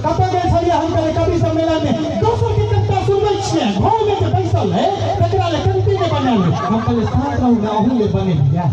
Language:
Maithili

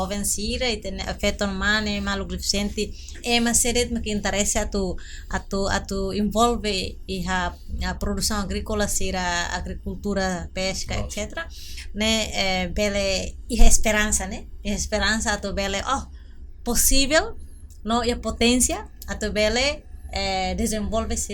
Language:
Tetum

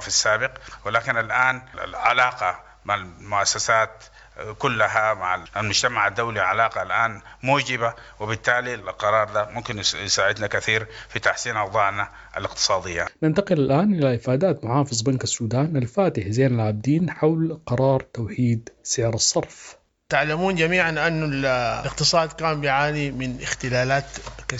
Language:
Sudanese Arabic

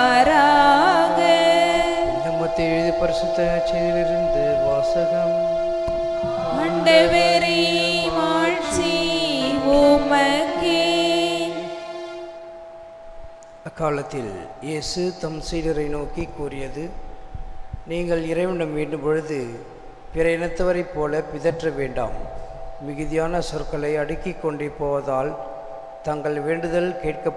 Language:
Tamil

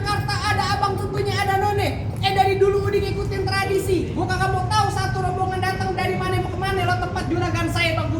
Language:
Betawi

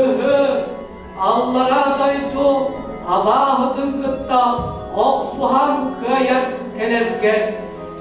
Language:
Yakut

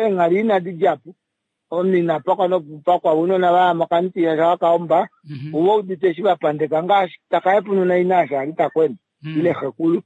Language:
Kuanyama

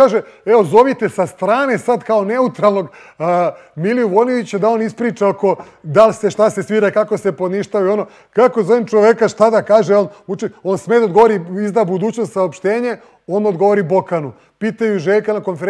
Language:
Serbian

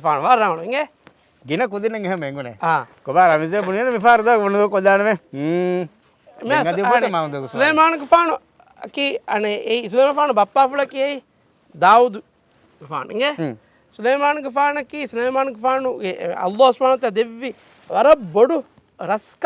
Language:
Divehi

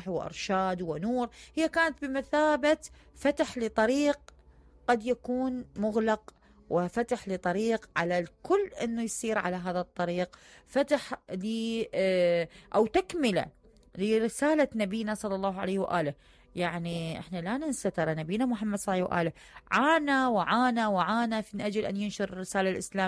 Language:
Mesopotamian Arabic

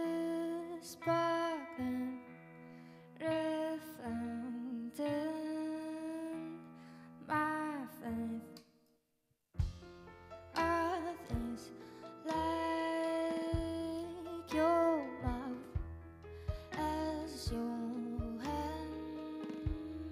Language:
Hungarian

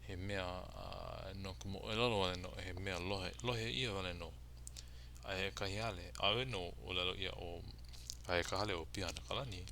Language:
Hawaiian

